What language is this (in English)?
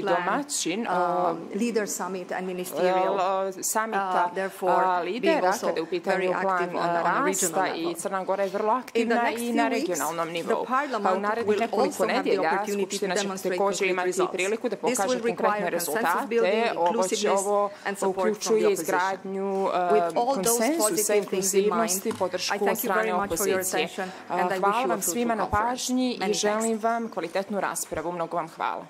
Serbian